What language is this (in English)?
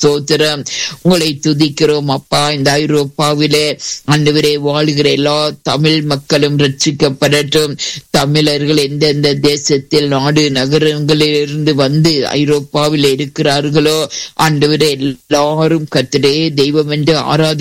Tamil